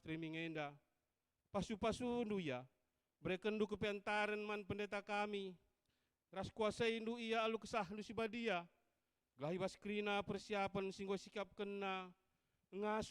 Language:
Batak Karo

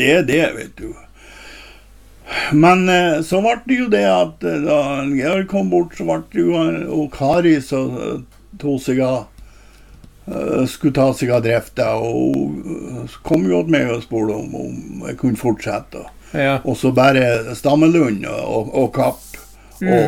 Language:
Norwegian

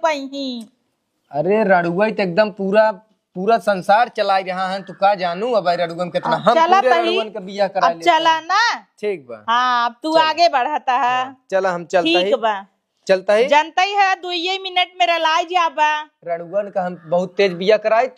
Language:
Awadhi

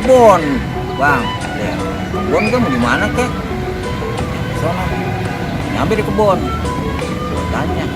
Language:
Betawi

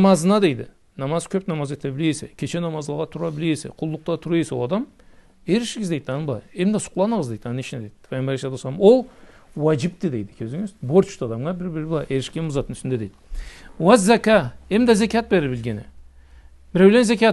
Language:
Karachay-Balkar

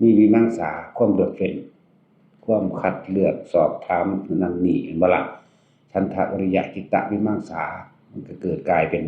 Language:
Northeastern Thai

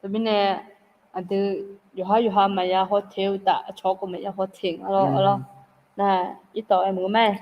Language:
Akha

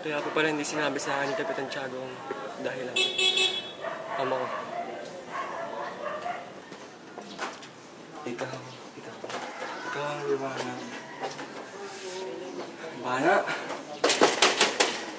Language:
Filipino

